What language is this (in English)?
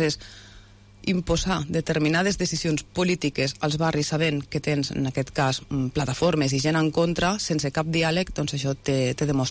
Catalan